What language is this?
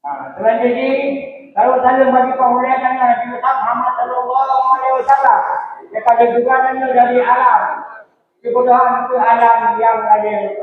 Achinese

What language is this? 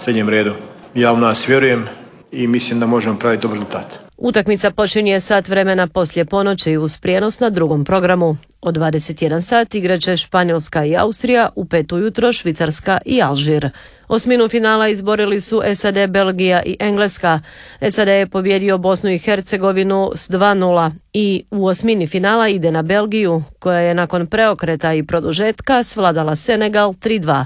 Croatian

